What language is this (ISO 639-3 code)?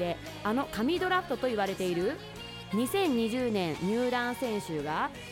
jpn